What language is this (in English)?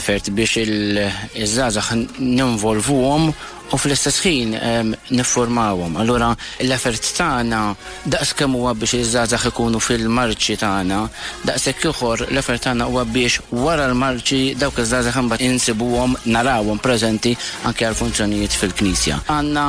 Maltese